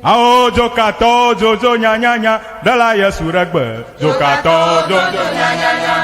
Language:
Ewe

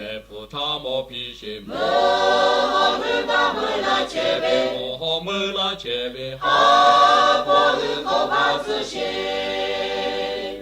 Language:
Lahu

